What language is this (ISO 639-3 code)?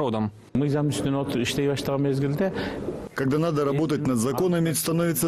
rus